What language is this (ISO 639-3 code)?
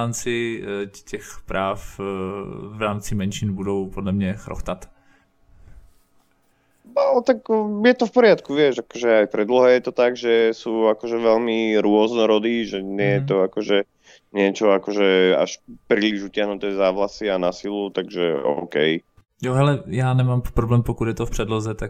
ces